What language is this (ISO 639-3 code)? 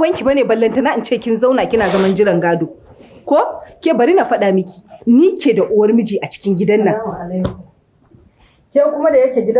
hau